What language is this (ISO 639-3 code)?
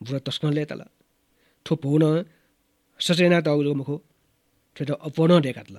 new